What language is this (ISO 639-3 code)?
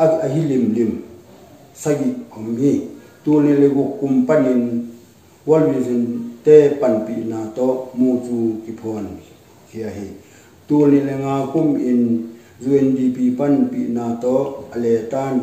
ctd